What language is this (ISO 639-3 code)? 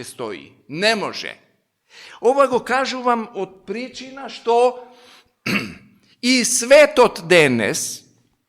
mkd